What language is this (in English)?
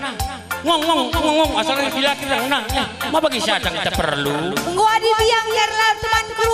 Batak Karo